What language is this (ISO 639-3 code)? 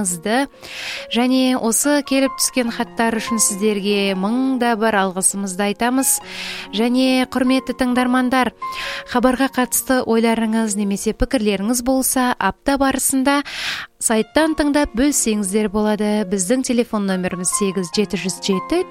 kaz